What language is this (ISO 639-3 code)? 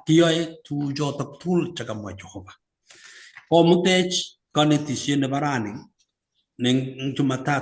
kln